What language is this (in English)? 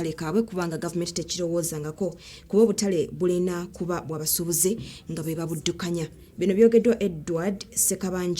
Ganda